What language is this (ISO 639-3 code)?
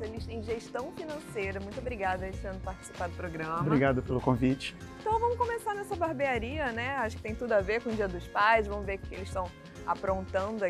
por